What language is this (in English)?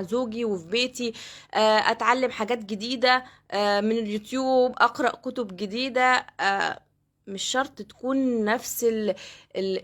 Egyptian Arabic